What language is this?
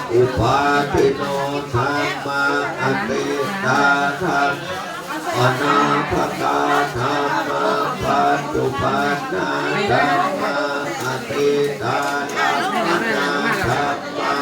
Pali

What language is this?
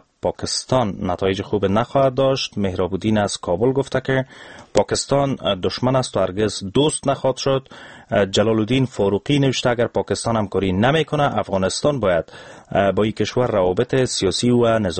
Persian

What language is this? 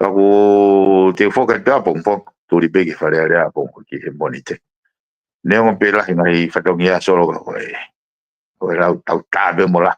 Tongan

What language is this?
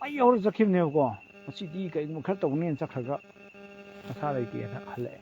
Manipuri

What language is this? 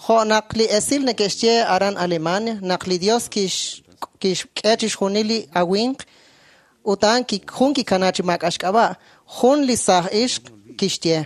Kekchí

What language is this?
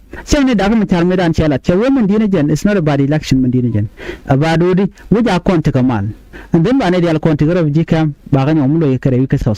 Nuer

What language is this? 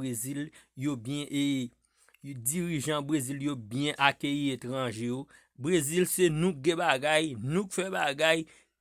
Haitian Creole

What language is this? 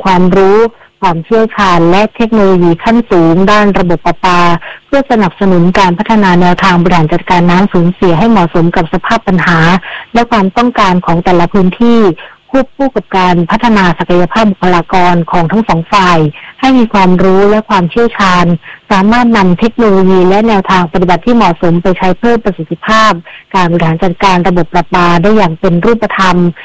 Thai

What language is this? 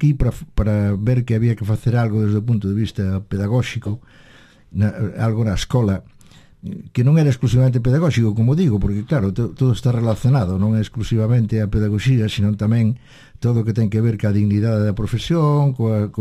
Galician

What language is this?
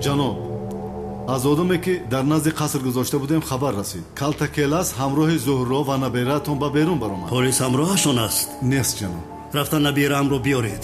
Tajik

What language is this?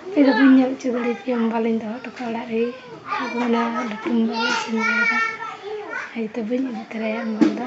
Santali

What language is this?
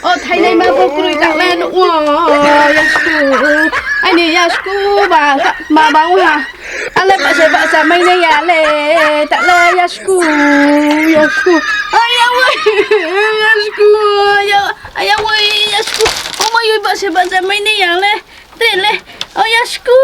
Riang (India)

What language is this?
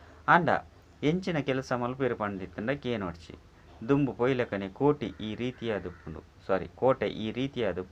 Tulu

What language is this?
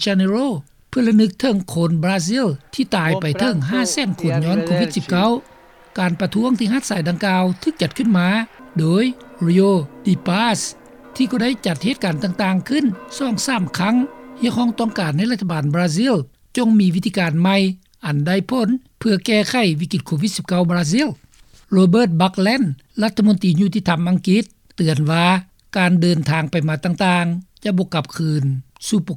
Lao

